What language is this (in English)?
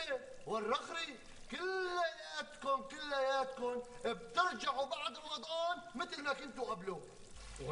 North Levantine Arabic